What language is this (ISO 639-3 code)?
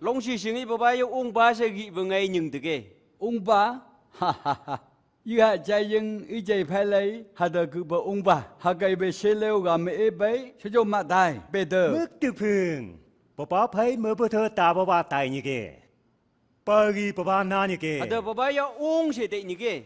nph